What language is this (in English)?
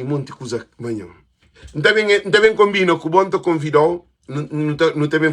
Kabuverdianu